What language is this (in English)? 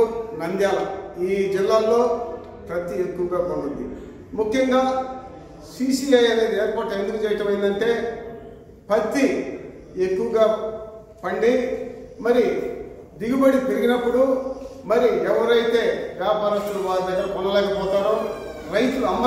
Telugu